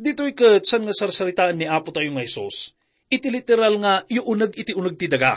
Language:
Iloko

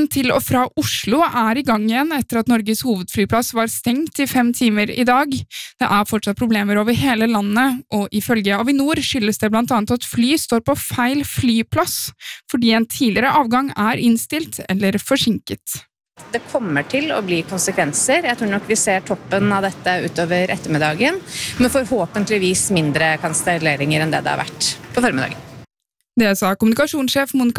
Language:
Norwegian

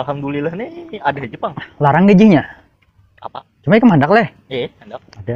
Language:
Banjar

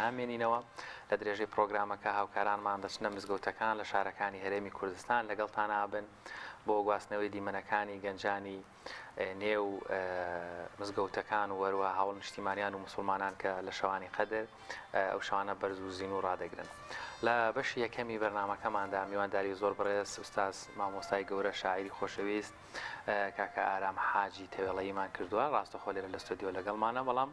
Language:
Central Kurdish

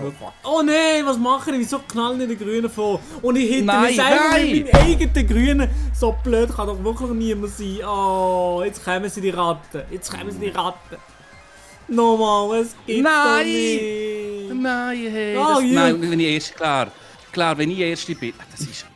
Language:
Swiss German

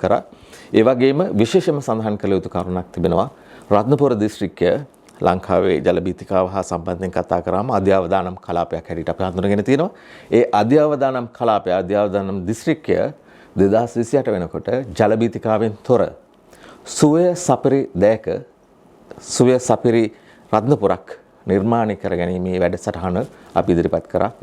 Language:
Sinhala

